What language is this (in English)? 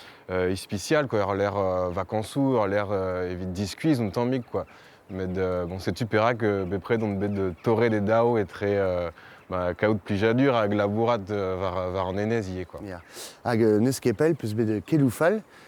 Breton